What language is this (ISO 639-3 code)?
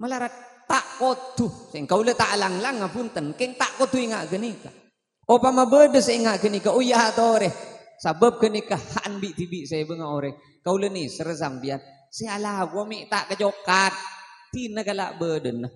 mad